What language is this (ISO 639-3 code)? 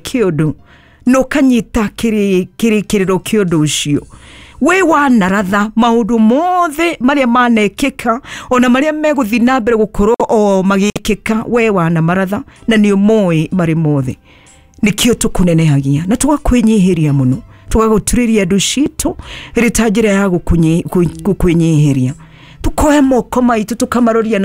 kik